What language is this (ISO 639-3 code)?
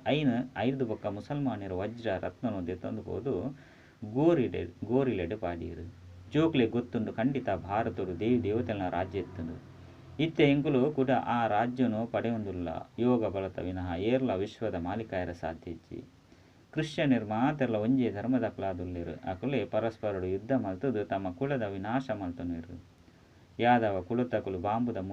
tcy